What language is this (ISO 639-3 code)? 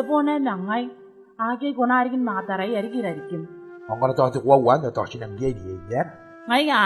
gil